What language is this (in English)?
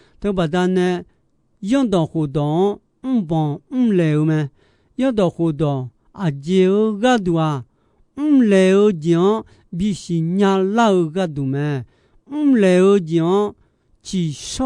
Akha